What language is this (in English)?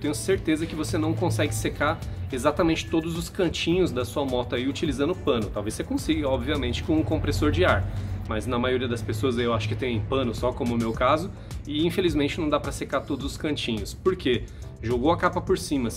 Portuguese